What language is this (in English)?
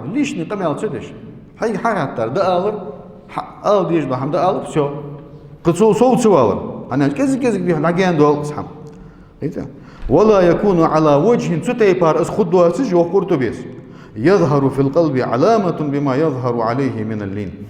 Ingush